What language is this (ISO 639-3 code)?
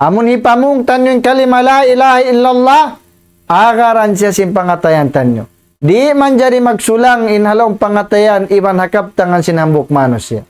tsg